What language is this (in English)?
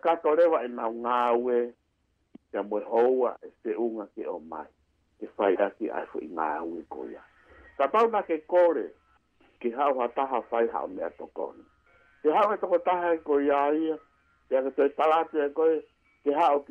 Tongan